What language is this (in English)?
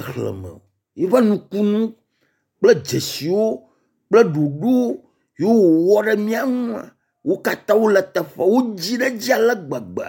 Ewe